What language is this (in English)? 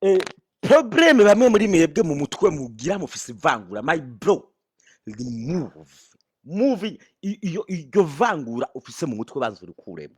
Rundi